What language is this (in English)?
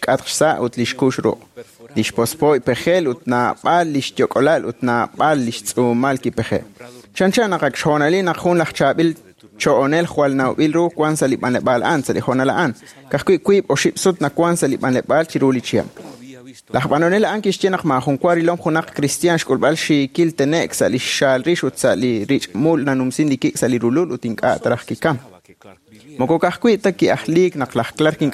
Kekchí